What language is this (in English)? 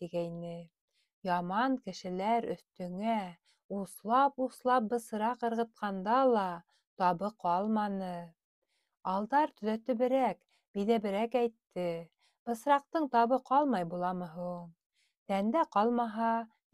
Bashkir